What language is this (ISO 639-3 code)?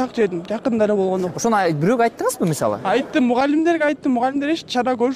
kir